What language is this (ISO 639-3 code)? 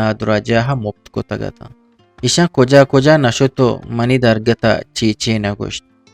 bgp